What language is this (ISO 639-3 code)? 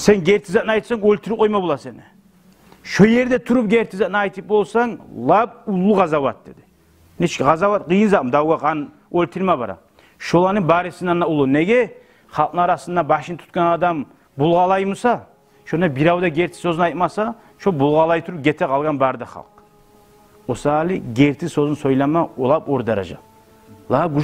kum